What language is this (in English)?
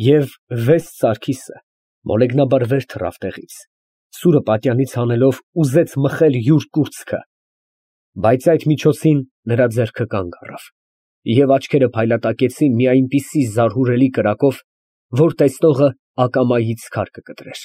Armenian